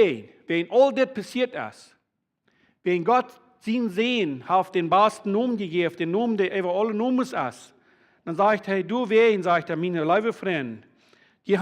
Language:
Plautdietsch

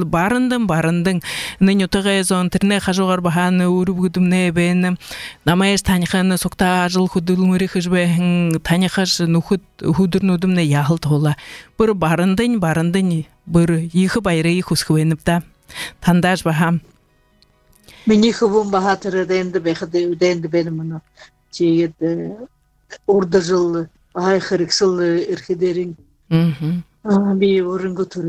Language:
Buriat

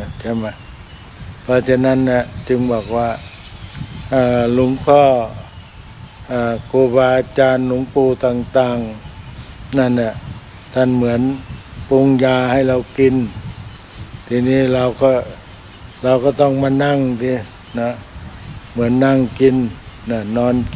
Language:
Thai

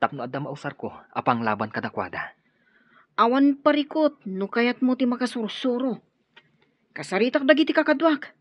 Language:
Iloko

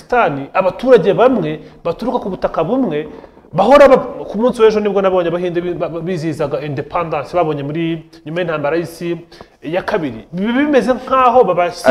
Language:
Kinyarwanda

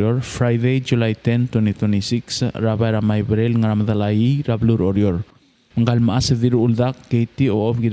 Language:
Palauan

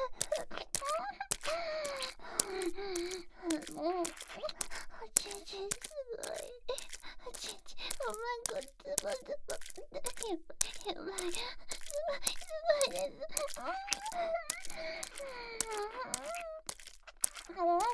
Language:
Japanese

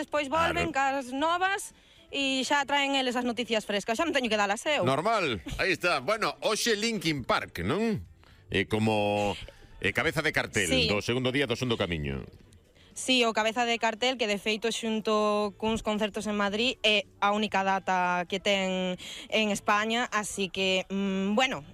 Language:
Galician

